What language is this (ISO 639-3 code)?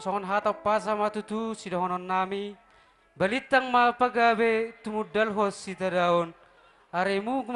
bbc